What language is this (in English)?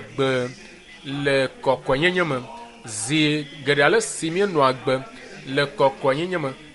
Ewe